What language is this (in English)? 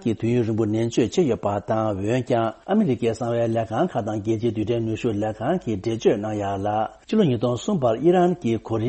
Tibetan